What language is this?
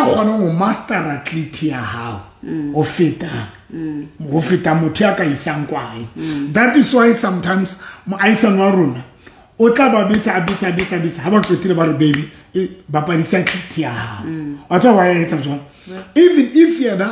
Southern Sotho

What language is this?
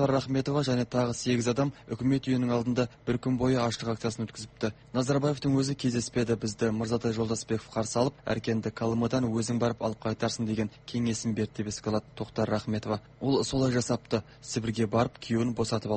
Kazakh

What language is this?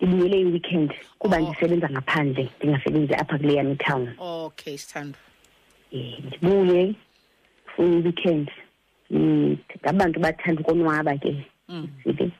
Xhosa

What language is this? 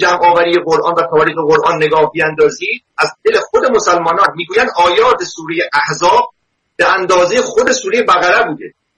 Persian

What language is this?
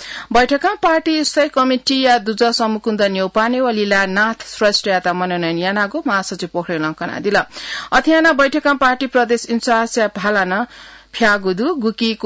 Newari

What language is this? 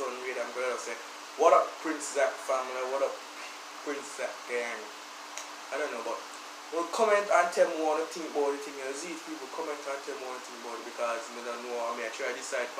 Jamaican Creole English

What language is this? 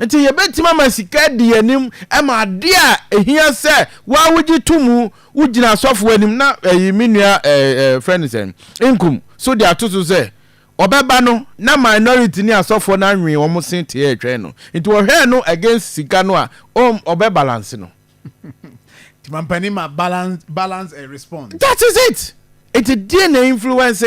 Akan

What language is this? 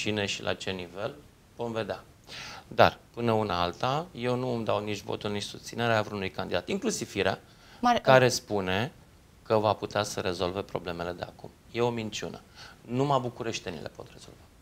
Romanian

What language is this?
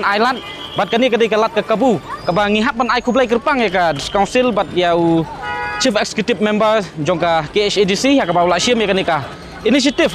Khasi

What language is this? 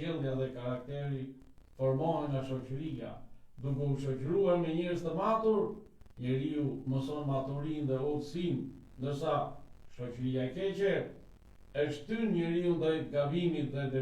Albanian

